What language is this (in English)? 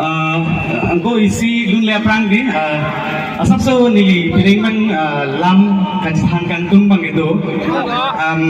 Karbi